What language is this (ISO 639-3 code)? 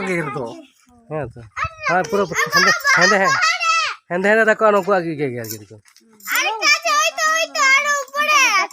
sat